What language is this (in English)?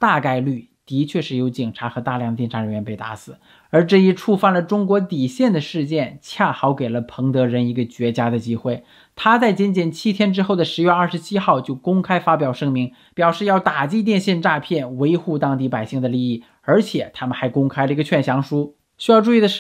Chinese